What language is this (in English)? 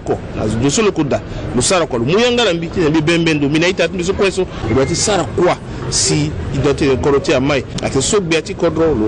Sango